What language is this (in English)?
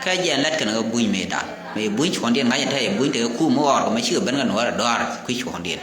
Nuer